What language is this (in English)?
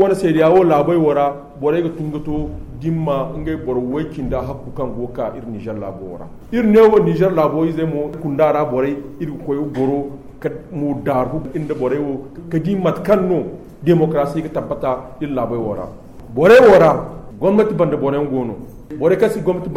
Zarma